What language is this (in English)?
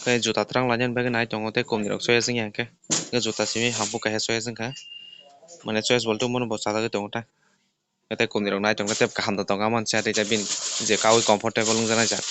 Kok Borok